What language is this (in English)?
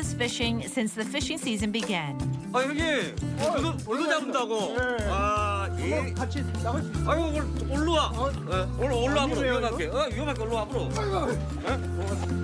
Korean